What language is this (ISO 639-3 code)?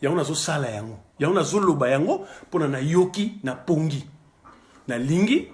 lin